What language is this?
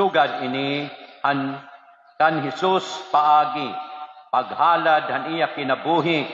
Waray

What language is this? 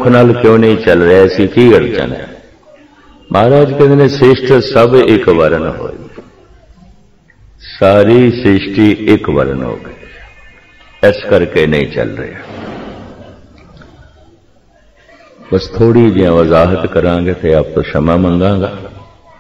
Punjabi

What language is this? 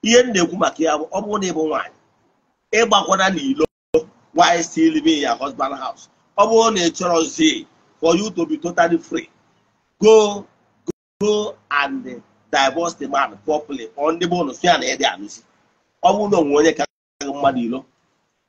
Igbo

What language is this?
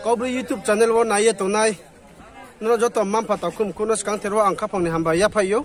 Riang (India)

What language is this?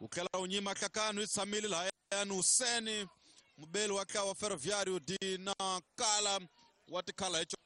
Tsonga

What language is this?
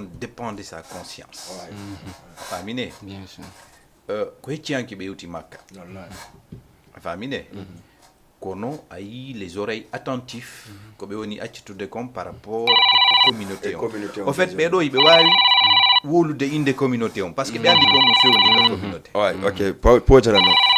Fula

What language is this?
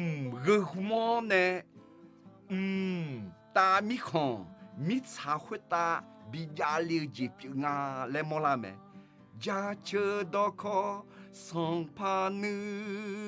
Akha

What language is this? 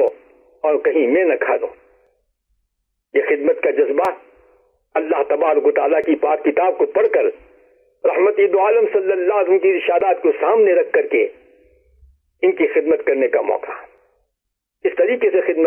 Urdu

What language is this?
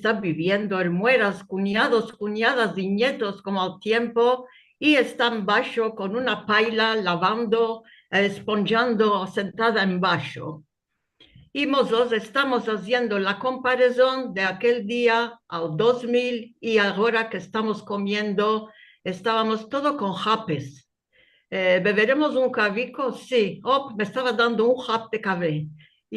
Ladino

